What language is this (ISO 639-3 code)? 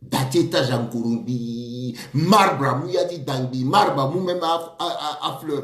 sag